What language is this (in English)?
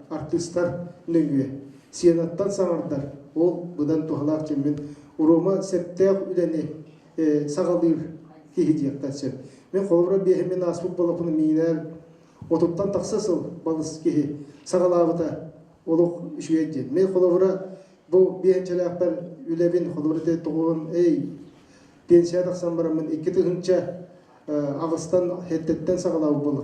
Yakut